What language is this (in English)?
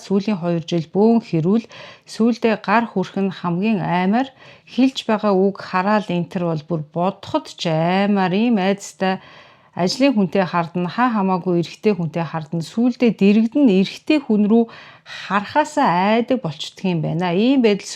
Mongolian